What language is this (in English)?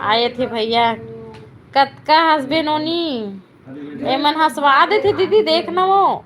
Chhattisgarhi